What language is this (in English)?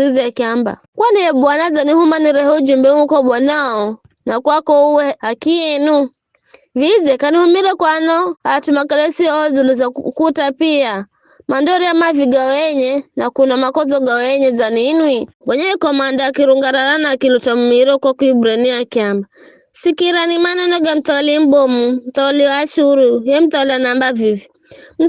Giryama